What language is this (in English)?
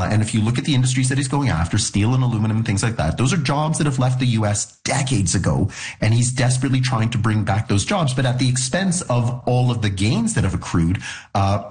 English